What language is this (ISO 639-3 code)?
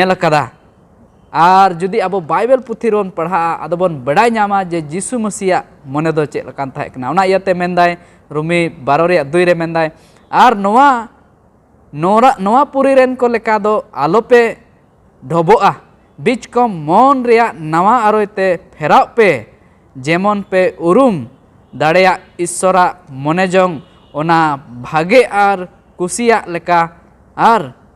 sat